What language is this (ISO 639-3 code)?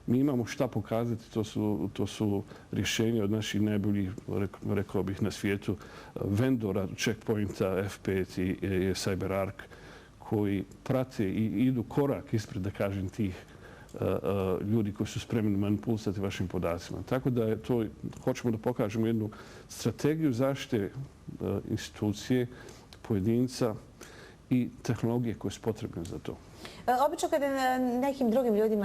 bos